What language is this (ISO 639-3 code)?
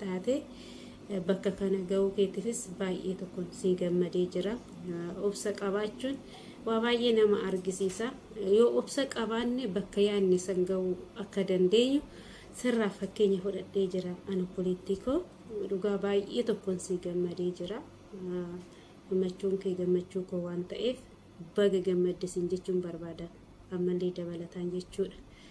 orm